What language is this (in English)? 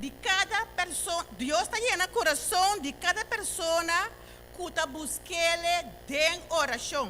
Papiamento